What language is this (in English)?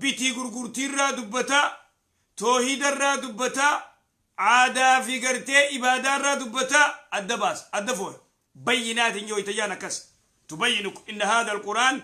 Oromo